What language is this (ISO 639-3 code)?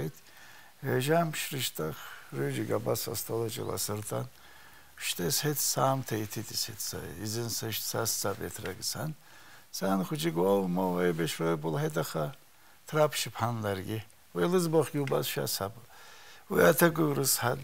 abk